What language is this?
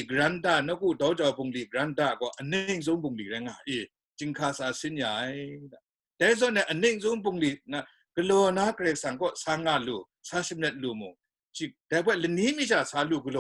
Kachin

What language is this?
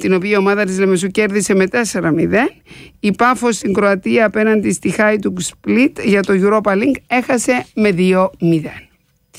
Greek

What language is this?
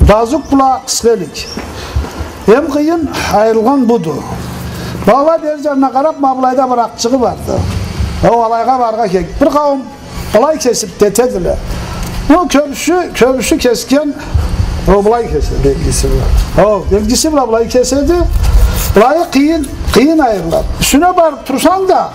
Karachay-Balkar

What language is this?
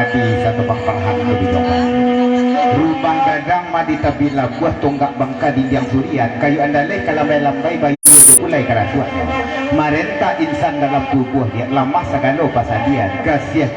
Minangkabau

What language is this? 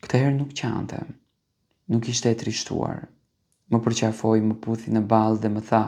Albanian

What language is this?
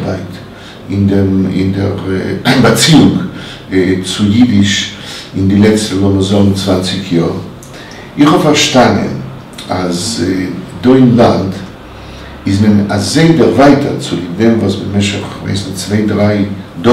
Yiddish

